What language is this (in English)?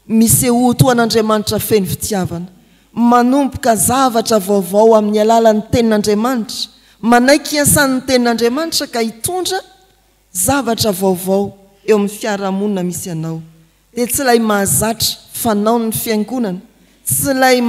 Malagasy